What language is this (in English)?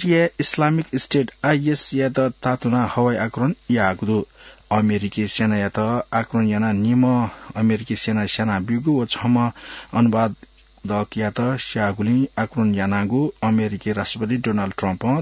Newari